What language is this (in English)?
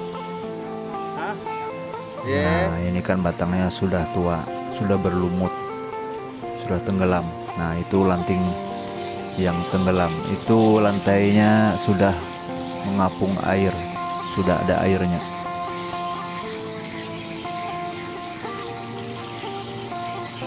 Indonesian